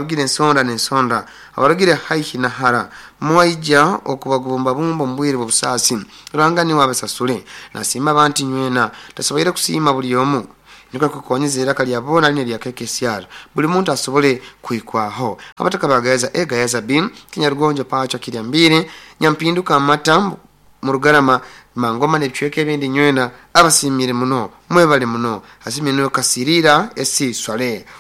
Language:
Nyoro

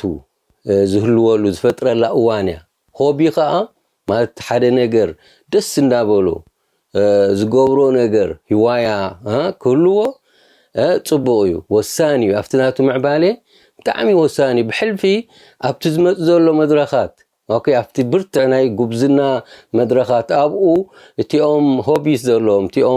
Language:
Tigrinya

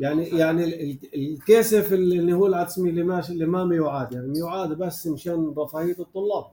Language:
North Levantine Arabic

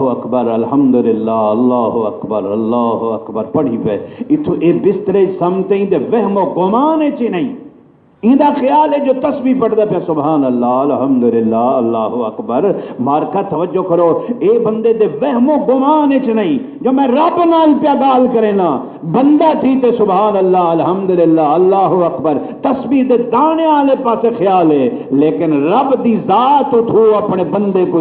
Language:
Saraiki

